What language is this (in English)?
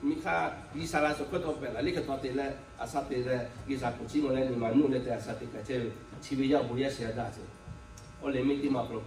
Lahu